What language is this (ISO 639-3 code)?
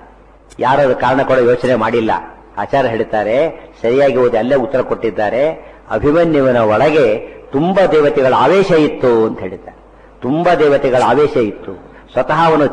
kan